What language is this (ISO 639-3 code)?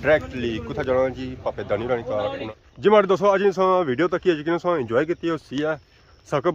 phr